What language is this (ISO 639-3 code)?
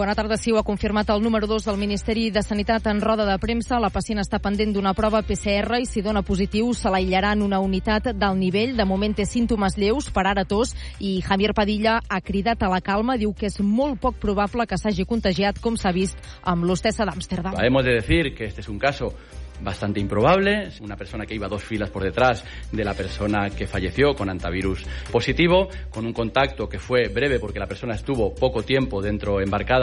cat